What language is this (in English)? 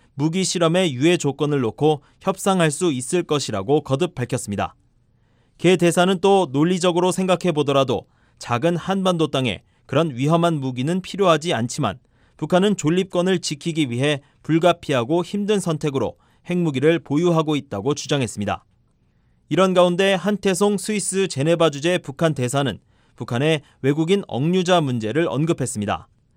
Korean